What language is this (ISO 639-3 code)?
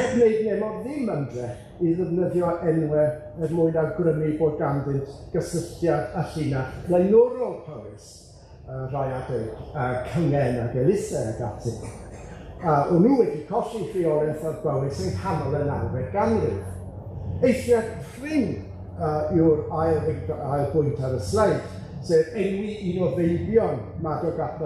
cym